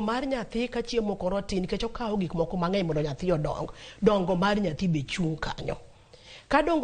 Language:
Luo (Kenya and Tanzania)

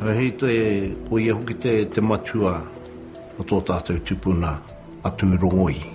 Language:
Māori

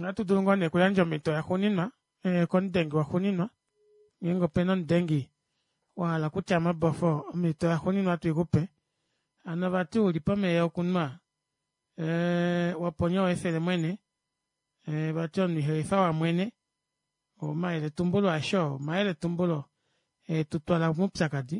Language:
Kuanyama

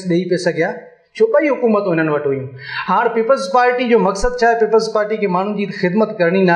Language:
Sindhi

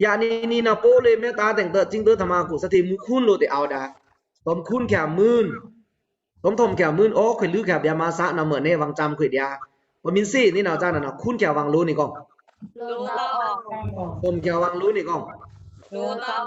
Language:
Pa'o Karen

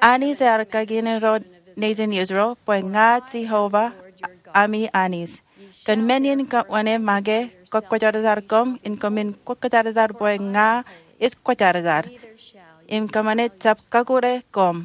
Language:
Marshallese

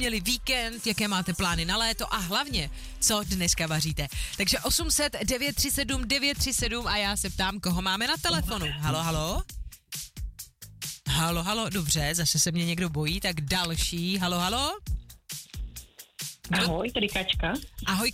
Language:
Czech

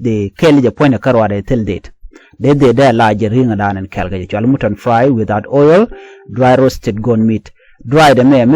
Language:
Nuer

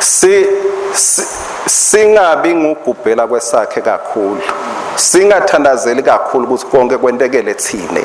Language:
Swati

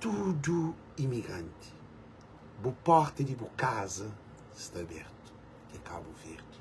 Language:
Kabuverdianu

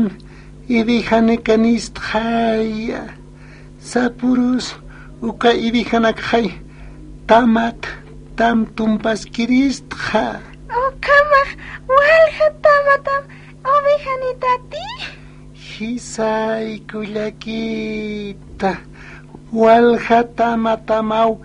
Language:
Aymara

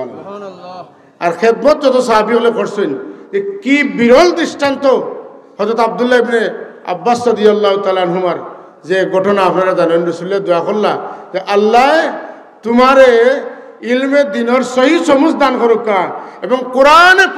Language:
Sylheti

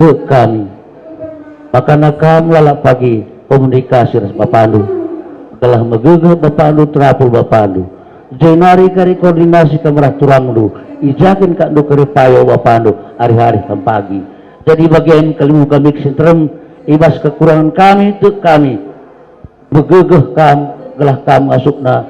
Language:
Batak Karo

